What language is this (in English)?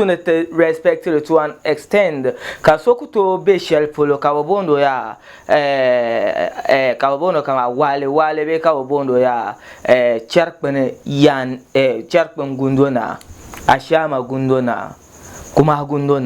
Dagbani